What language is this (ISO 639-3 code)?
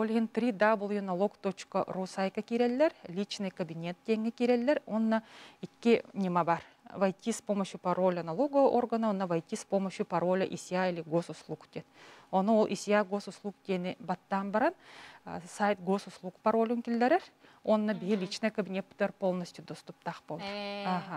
sah